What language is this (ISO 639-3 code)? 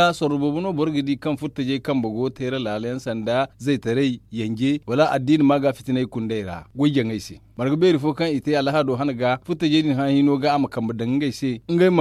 dje